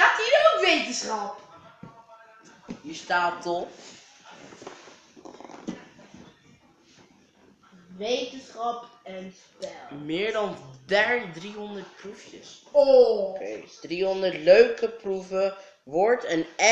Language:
Dutch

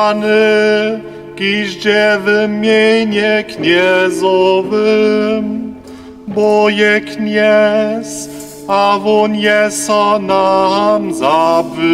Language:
Upper Sorbian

